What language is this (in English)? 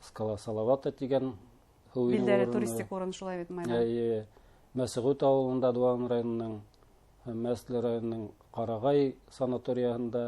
Bashkir